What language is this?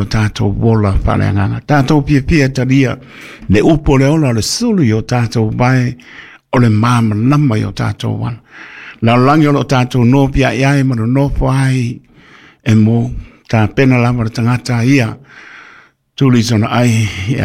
Samoan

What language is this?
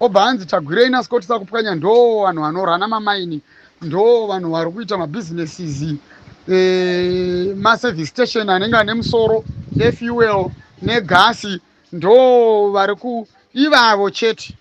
Shona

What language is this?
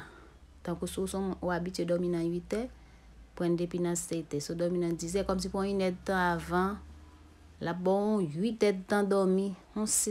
Haitian Creole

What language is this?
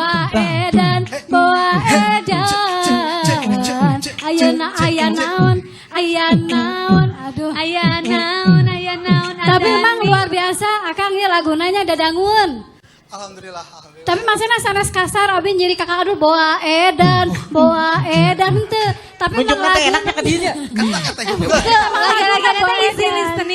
Sundanese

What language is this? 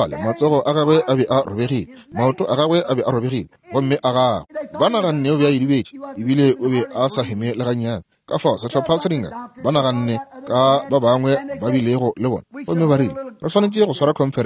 Northern Sotho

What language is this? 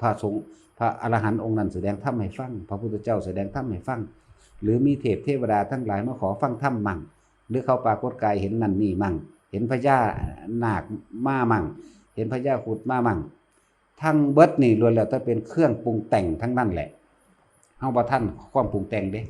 Northeastern Thai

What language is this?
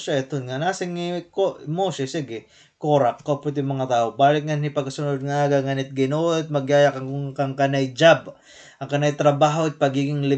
Waray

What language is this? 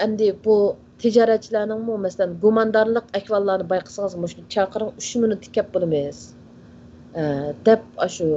Uyghur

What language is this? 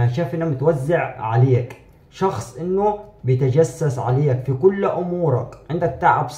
Egyptian Arabic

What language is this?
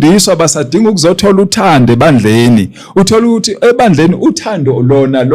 Zulu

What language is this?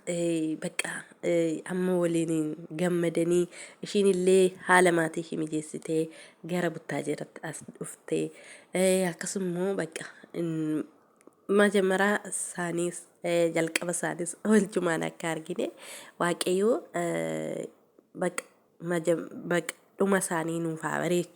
Oromo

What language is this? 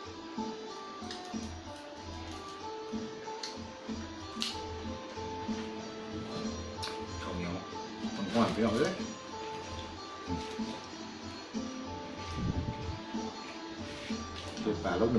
Thai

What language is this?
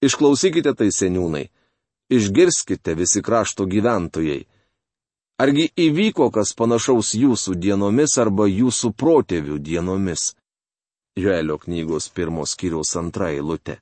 Lithuanian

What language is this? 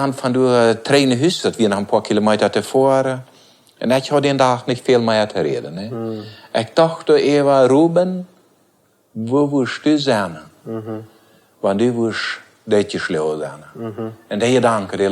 Plautdietsch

